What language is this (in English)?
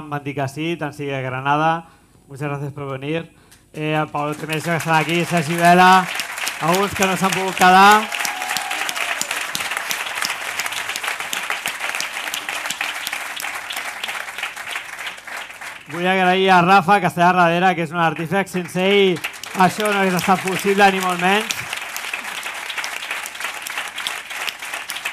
Catalan